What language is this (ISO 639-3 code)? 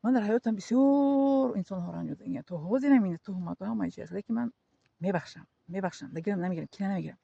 tgk